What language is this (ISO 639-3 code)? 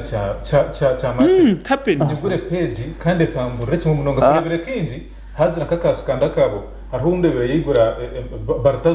nyn